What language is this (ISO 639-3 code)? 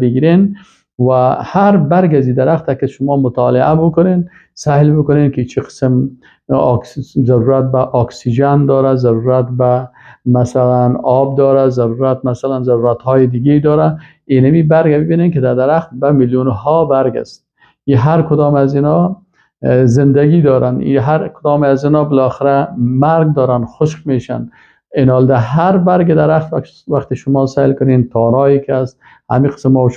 fas